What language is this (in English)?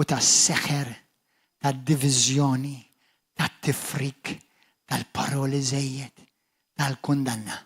Maltese